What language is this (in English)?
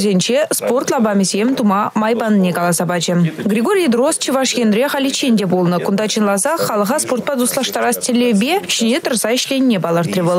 Chuvash